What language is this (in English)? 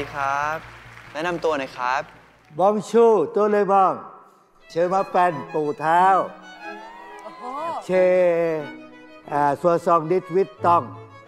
Thai